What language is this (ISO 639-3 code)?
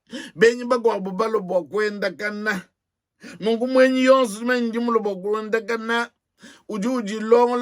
lua